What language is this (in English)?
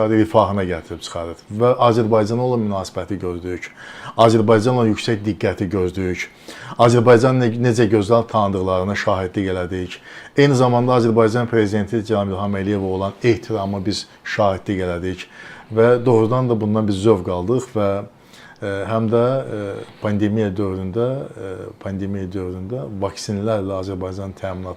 Azerbaijani